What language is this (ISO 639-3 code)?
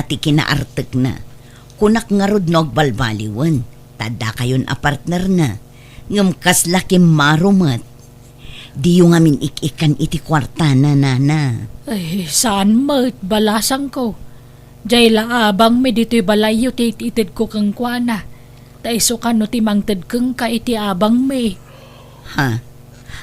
ilo